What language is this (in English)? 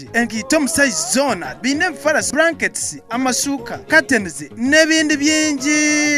Nyankole